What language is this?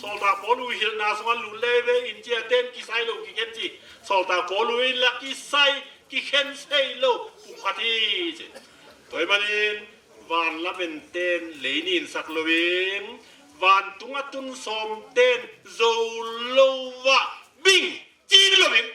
Tedim Chin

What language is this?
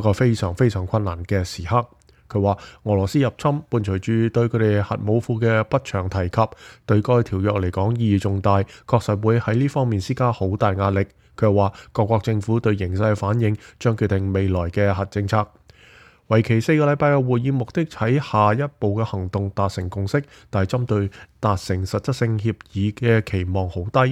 Cantonese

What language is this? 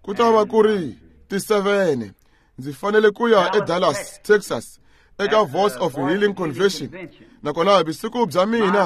Tsonga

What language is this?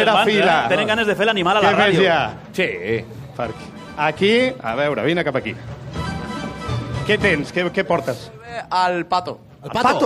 Catalan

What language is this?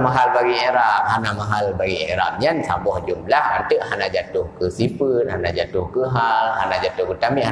Achinese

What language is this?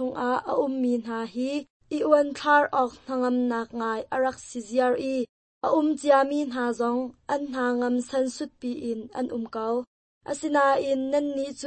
Hakha Chin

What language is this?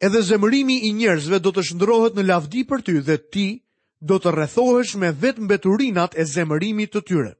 Albanian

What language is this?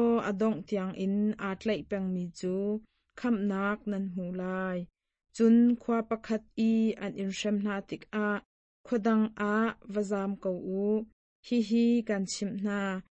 Hakha Chin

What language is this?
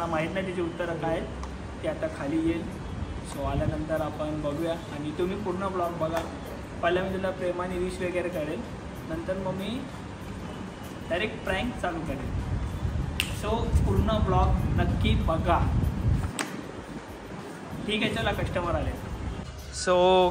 Marathi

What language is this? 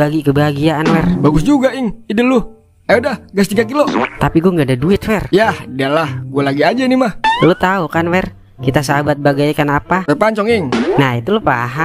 Betawi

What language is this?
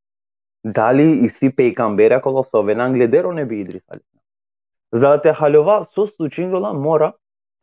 Balkan Romani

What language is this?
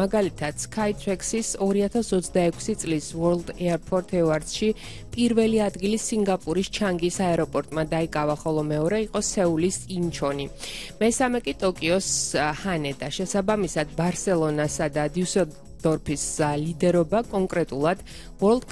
Georgian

